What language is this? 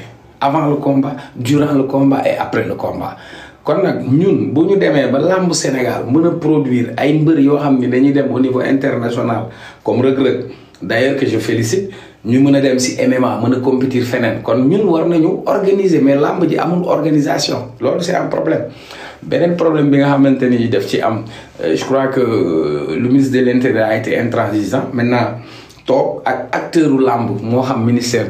Wolof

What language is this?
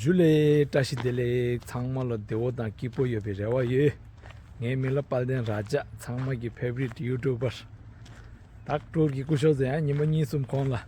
Tibetan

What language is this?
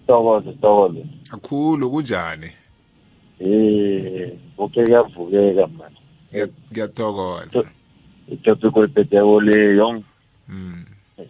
South Ndebele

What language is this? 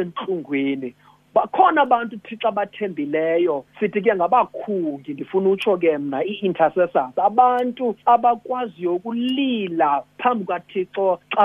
Xhosa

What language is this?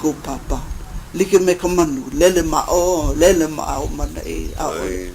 Hawaiian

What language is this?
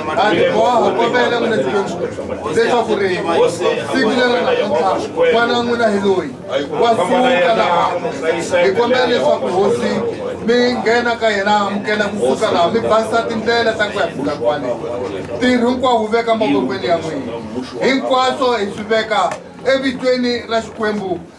Tsonga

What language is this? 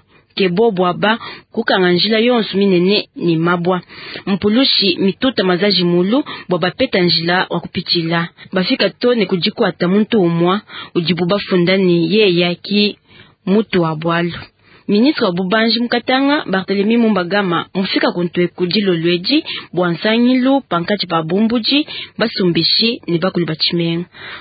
Luba-Lulua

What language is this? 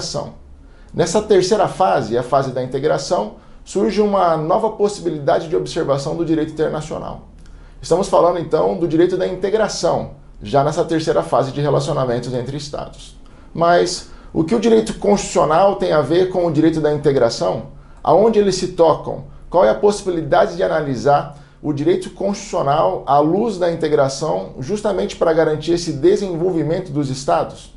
Portuguese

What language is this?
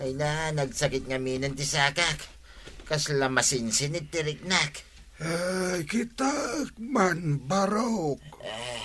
Iloko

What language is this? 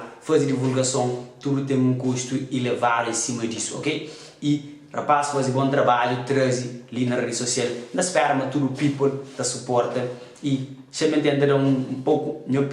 Kabuverdianu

